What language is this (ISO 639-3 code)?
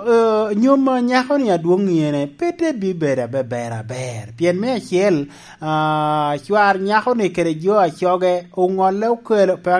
laj